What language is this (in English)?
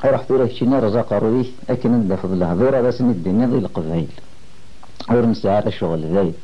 Kabyle